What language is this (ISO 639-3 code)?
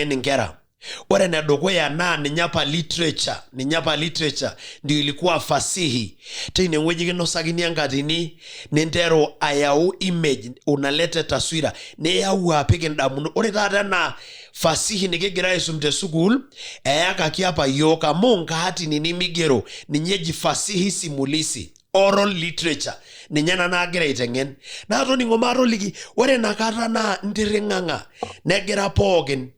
mas